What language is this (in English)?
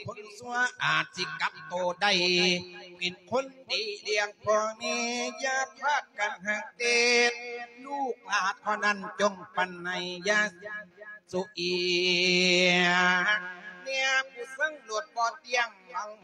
Lao